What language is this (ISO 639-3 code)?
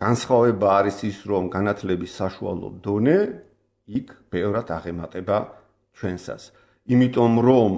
kat